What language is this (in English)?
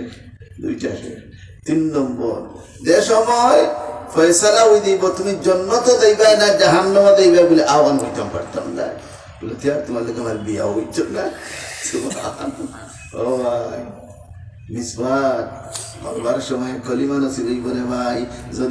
Sylheti